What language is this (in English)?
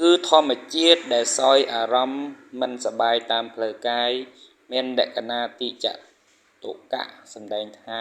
Khmer